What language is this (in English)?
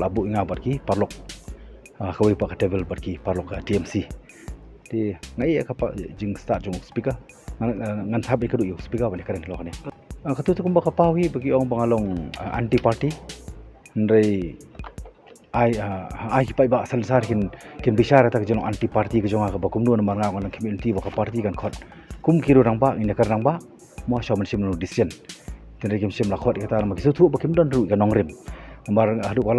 Khasi